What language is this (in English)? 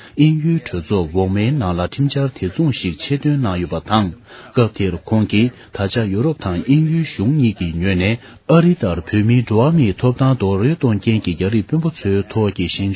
Tibetan